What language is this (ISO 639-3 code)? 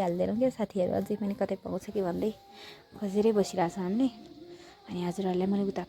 nep